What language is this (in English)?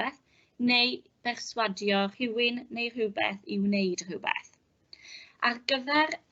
Welsh